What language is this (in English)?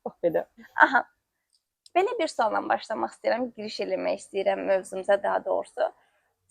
Azerbaijani